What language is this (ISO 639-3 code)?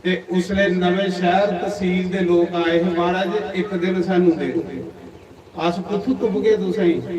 doi